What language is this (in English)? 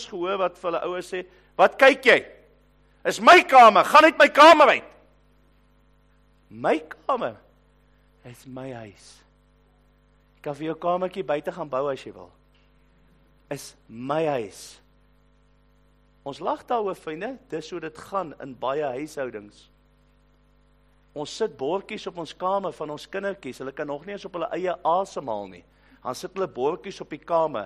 Afrikaans